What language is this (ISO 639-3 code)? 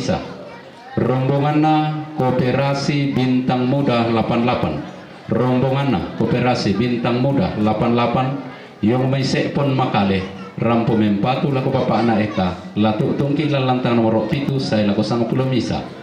sda